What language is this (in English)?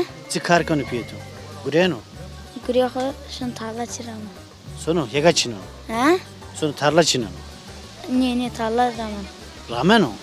Zaza